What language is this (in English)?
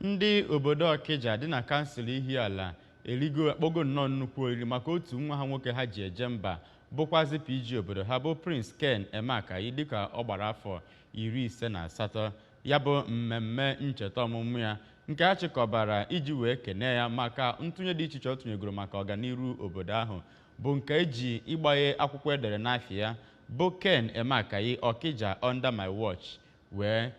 Igbo